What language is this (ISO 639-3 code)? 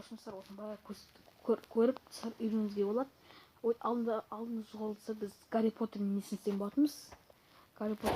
kaz